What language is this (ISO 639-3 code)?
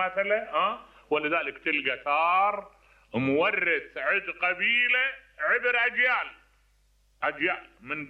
acm